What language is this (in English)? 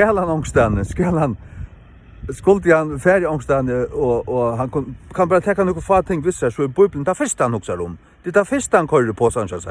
Faroese